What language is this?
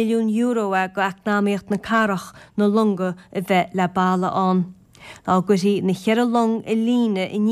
Irish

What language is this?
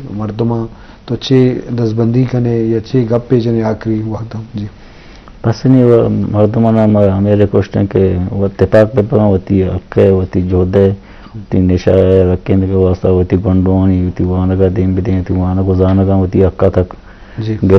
Eastern Balochi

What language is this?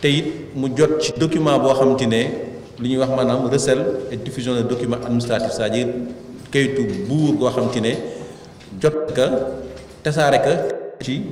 Wolof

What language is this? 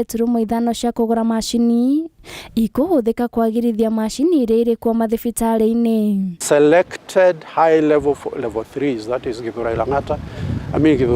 Kikuyu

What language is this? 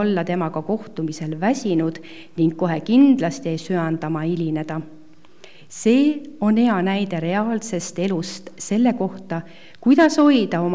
Estonian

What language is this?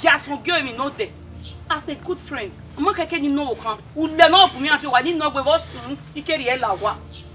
Bini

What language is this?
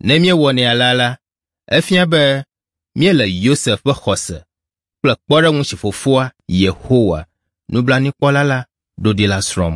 Ewe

